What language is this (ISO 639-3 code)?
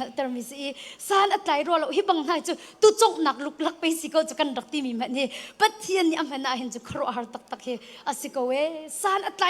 cnh